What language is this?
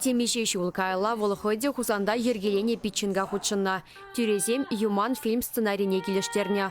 Chuvash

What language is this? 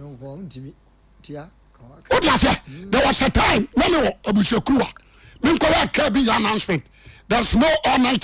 Akan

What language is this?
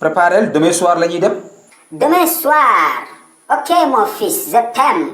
Wolof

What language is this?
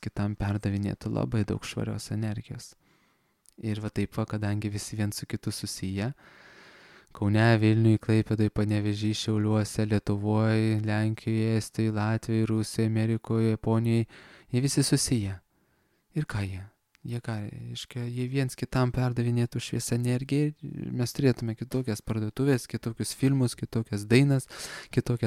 Lithuanian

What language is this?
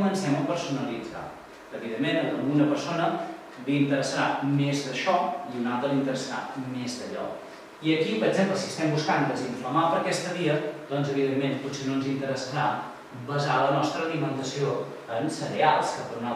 Catalan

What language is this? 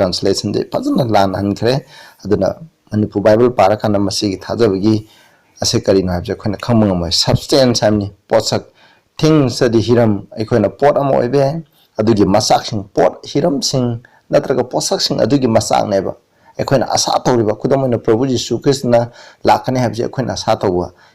Manipuri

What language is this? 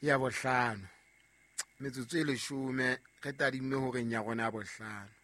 Southern Sotho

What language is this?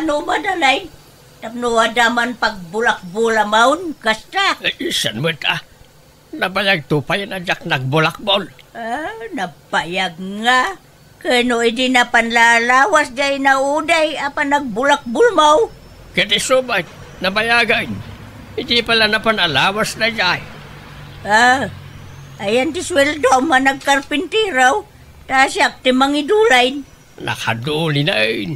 Iloko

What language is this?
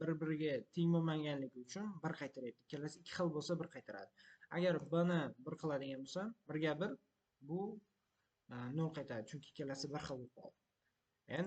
Uzbek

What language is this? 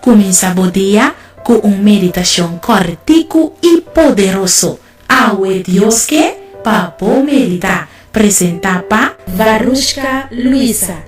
Papiamento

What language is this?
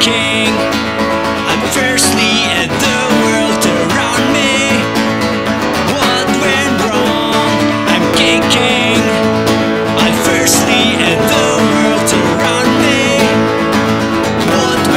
English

